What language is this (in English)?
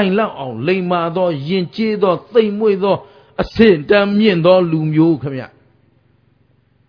Burmese